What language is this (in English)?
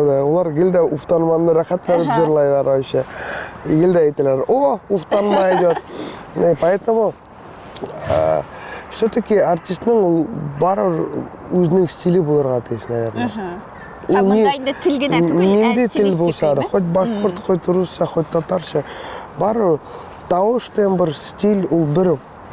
Tatar